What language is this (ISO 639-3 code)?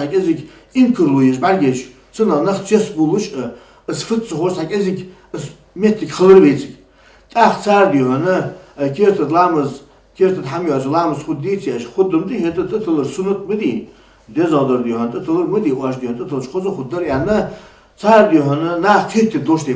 inh